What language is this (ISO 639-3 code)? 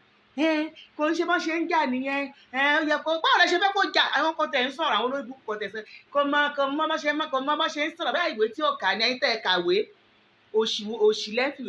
yor